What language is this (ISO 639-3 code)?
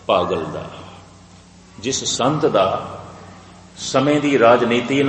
pan